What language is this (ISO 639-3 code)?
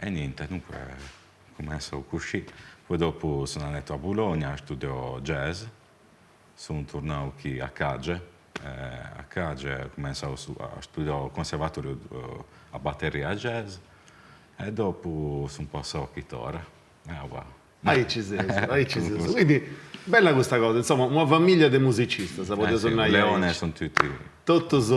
srd